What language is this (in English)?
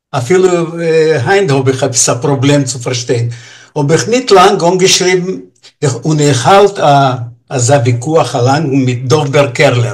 Yiddish